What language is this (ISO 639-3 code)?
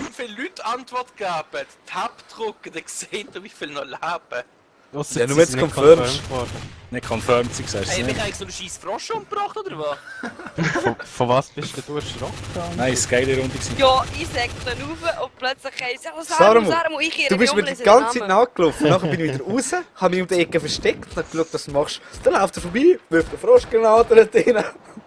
gsw